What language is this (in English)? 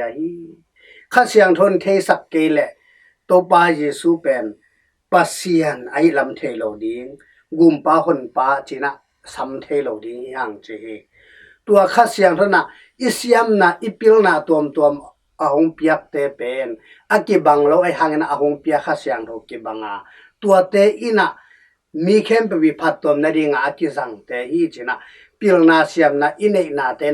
Tedim Chin